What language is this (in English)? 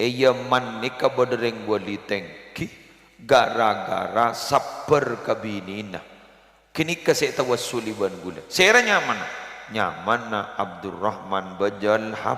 Madurese